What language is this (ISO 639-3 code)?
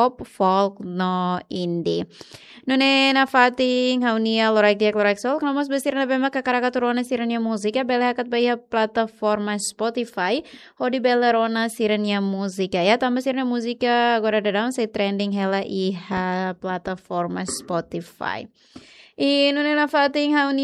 tet